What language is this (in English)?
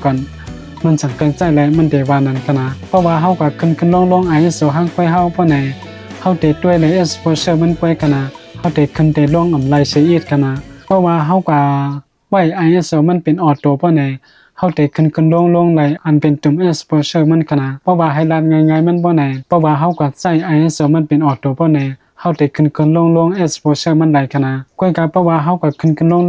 Shan